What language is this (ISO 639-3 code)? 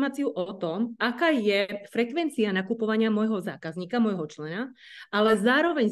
slk